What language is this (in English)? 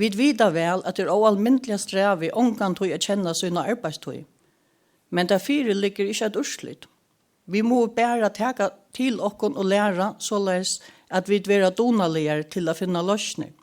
Faroese